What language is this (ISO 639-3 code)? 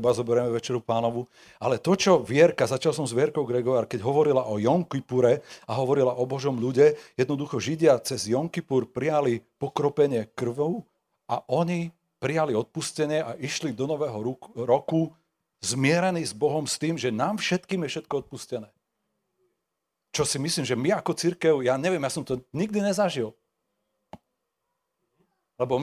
slk